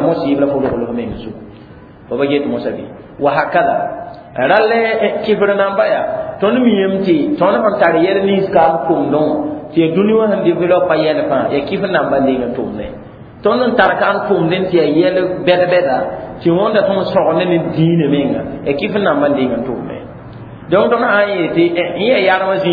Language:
Mossi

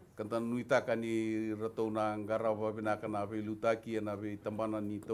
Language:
Fijian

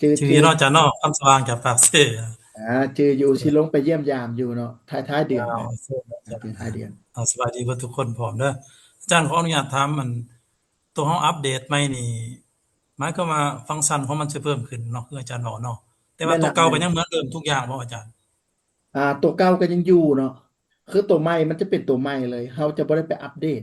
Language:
Lao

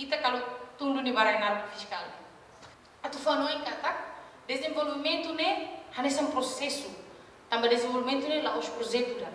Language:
Tetum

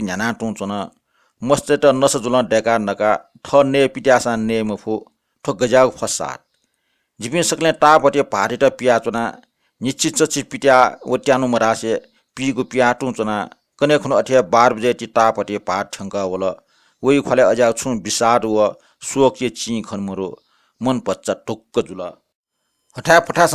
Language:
Newari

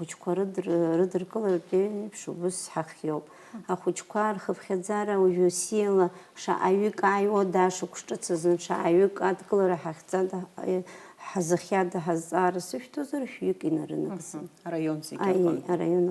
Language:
Abkhazian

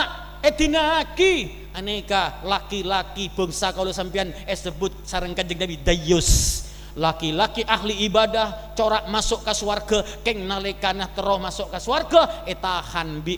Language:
Madurese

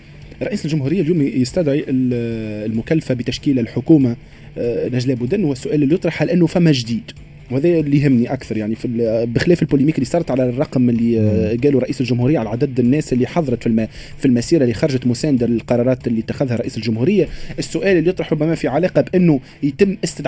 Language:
Tunisian Arabic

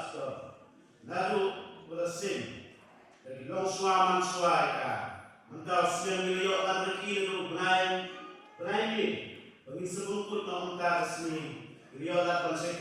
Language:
Khasi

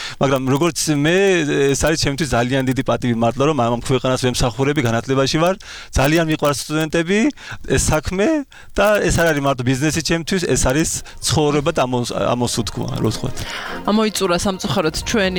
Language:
Georgian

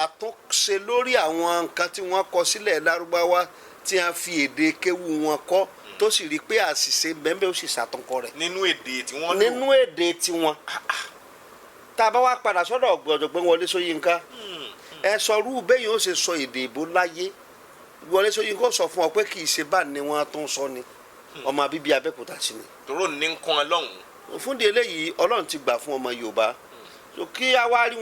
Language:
Yoruba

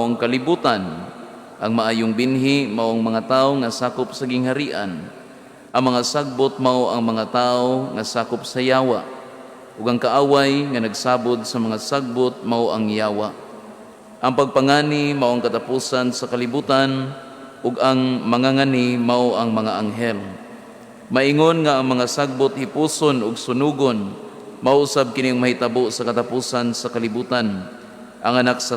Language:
Cebuano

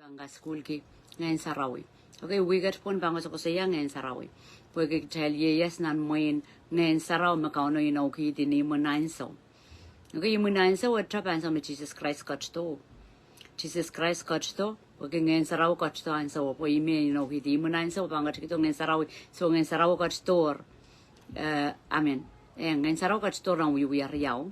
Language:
Pohnpeian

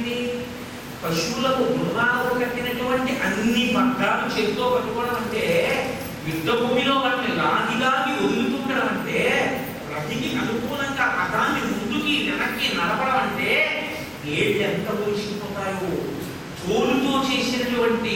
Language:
Telugu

